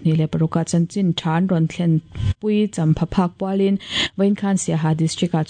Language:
Mizo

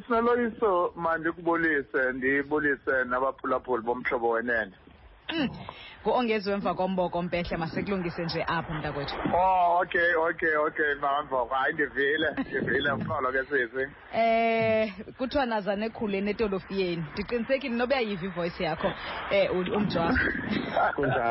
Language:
Xhosa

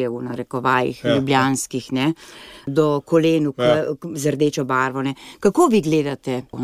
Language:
Slovenian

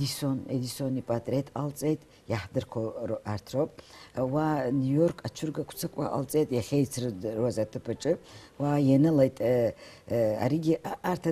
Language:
Abkhazian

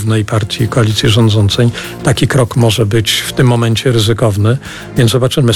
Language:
Polish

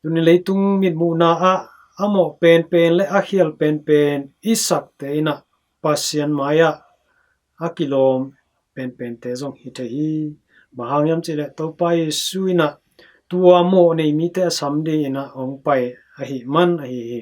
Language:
Tedim Chin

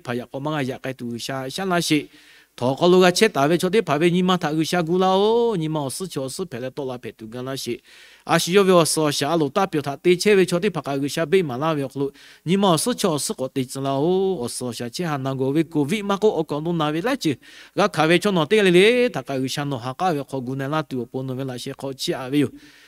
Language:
Lahu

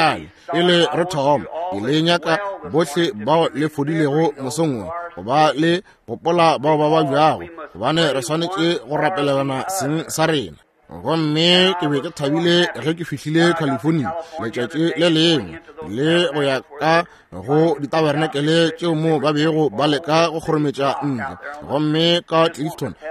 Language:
Northern Sotho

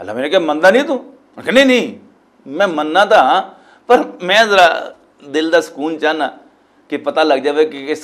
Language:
Western Panjabi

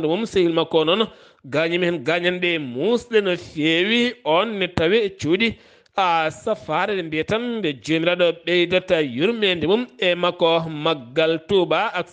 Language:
Fula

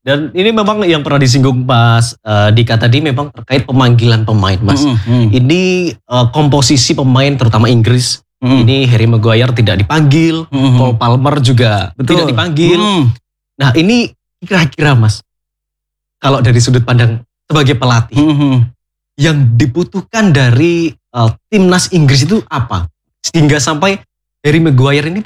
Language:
Indonesian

